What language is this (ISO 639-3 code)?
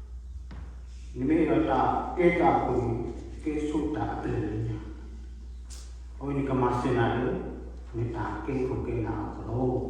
ksw